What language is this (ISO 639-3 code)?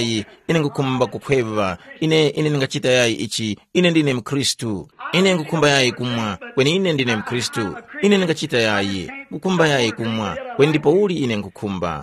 tum